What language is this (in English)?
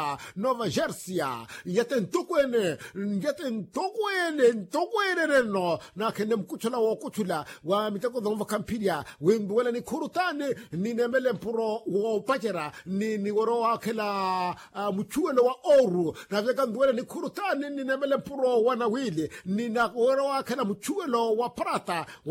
Makhuwa